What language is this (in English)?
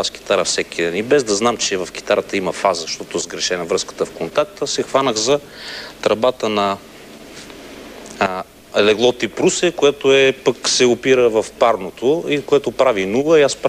Bulgarian